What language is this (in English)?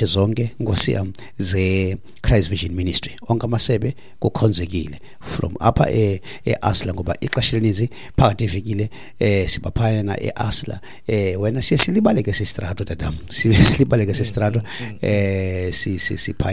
Xhosa